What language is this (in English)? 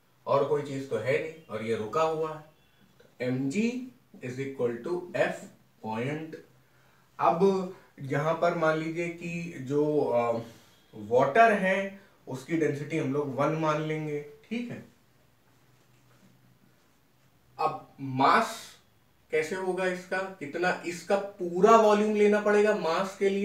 Hindi